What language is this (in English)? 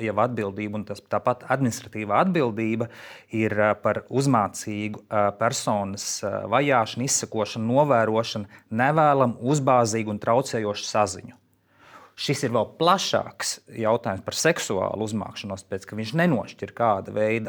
Latvian